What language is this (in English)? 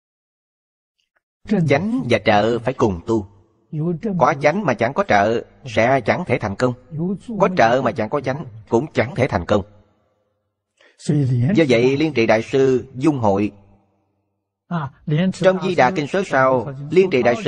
Vietnamese